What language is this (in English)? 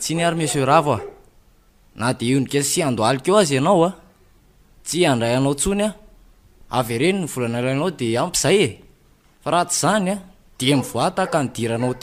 Malagasy